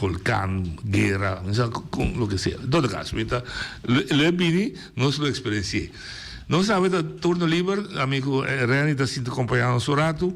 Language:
Papiamento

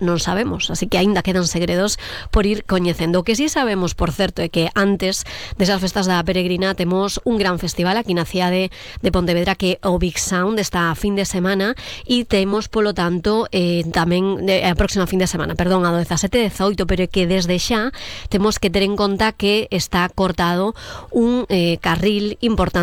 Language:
Galician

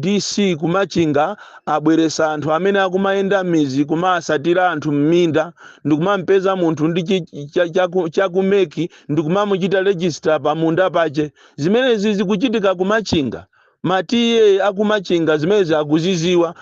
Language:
Nyanja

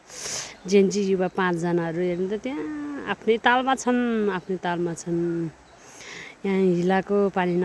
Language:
Nepali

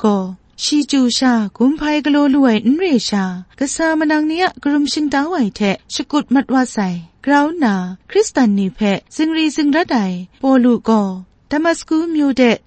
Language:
Kachin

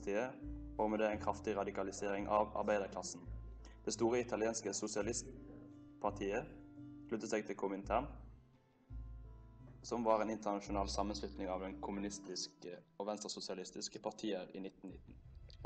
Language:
Norwegian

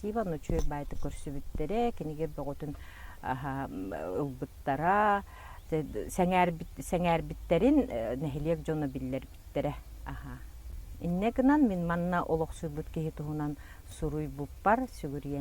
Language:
Yakut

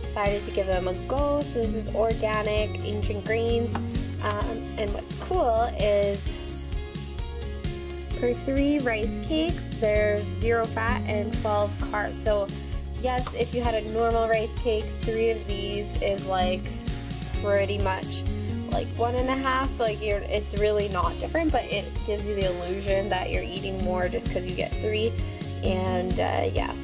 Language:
English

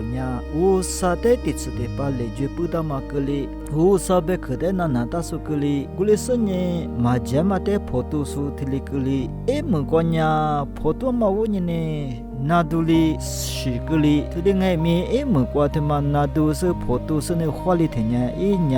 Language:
Lisu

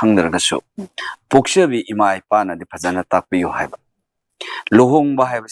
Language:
Manipuri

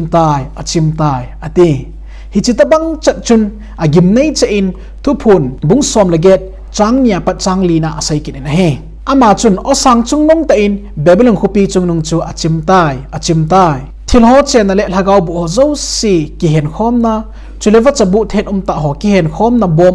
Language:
Thado Chin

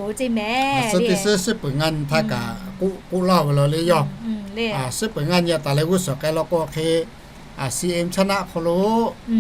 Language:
Lahu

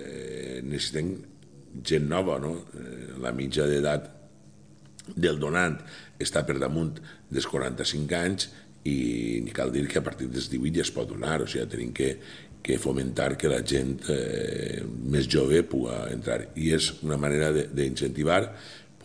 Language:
Catalan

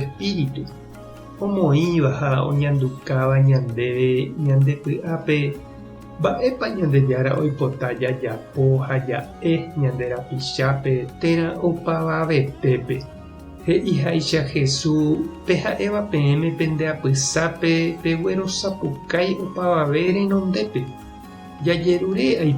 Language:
Guarani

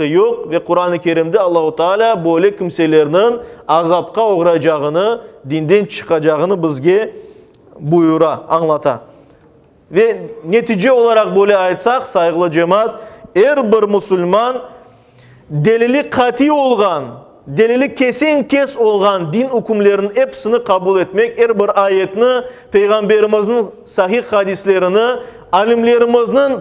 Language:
Crimean Tatar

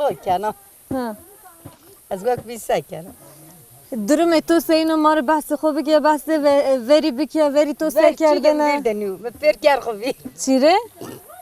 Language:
Zaza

